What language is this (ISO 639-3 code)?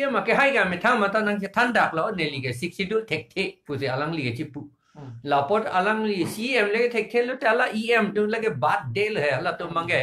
mjw